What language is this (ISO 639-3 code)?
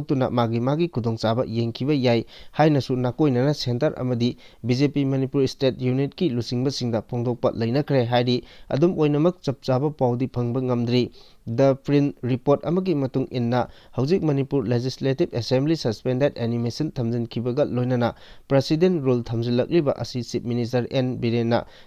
mni